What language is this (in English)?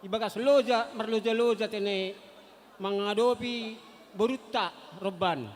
Batak Simalungun